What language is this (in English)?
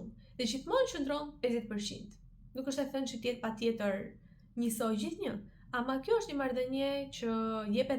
Albanian